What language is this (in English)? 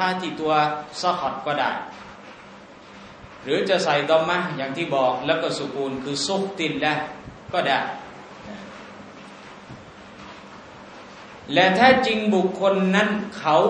Thai